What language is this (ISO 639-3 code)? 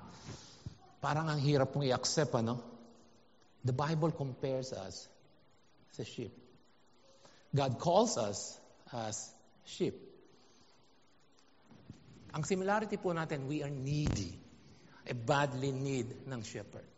fil